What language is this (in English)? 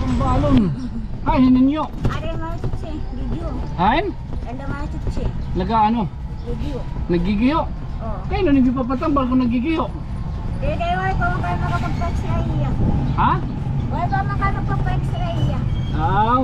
Waray